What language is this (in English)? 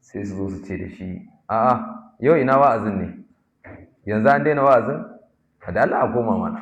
Hausa